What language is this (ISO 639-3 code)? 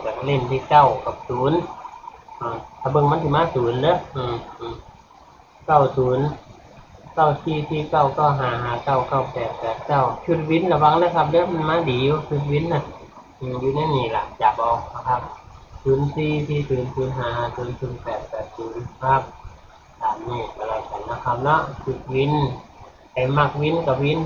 tts